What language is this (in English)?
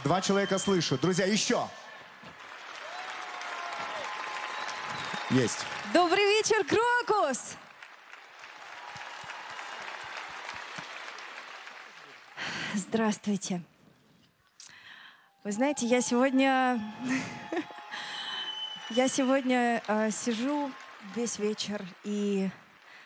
Russian